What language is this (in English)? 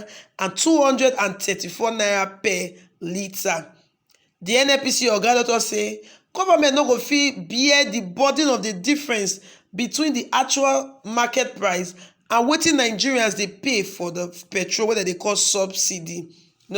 Nigerian Pidgin